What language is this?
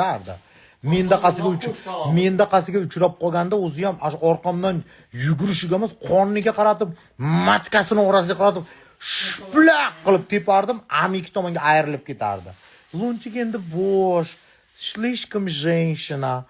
Uzbek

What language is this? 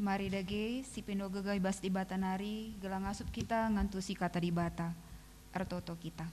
Batak Karo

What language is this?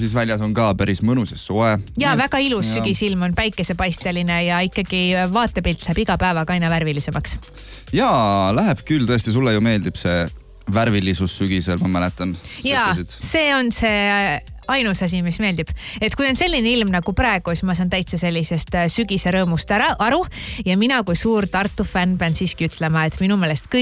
Estonian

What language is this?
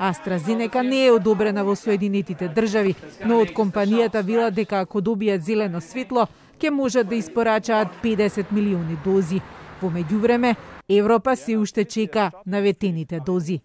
Macedonian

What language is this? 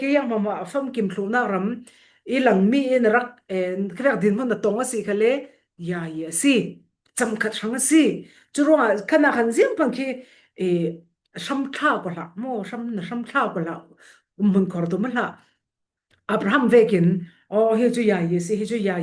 Falam Chin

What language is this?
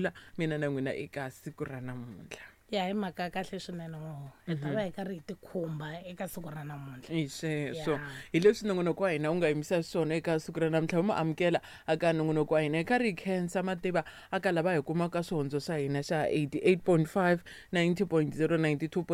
Tsonga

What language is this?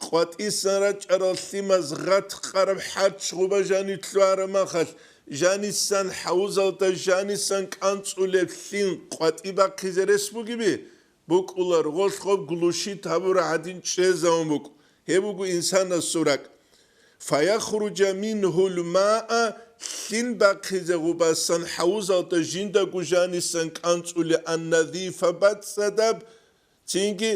Avaric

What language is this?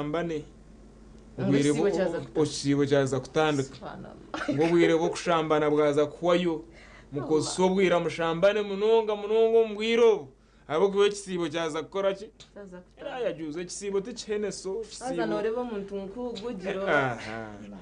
Nyankole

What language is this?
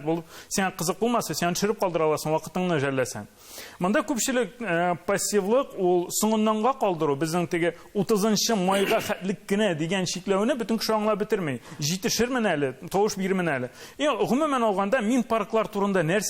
Tatar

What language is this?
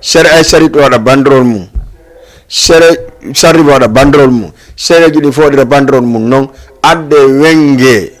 Fula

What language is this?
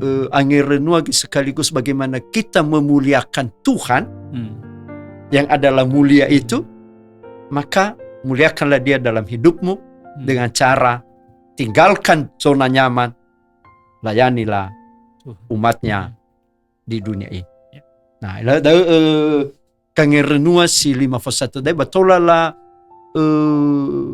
Nias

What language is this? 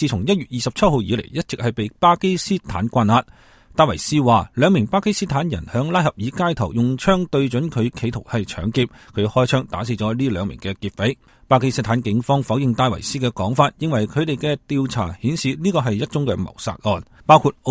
Cantonese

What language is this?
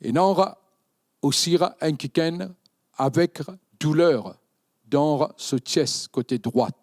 Morisyen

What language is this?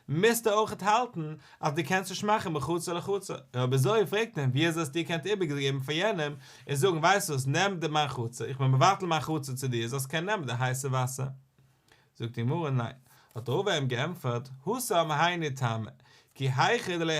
Yiddish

